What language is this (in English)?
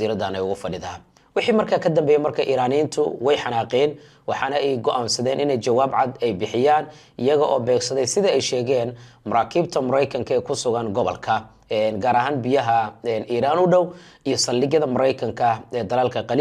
Somali